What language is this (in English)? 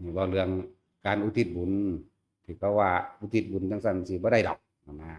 Northeastern Thai